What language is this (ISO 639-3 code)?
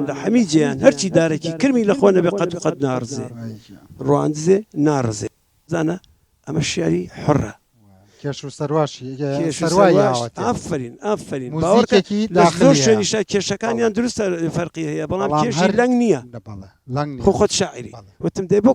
ckb